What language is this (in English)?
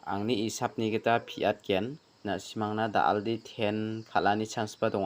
Garo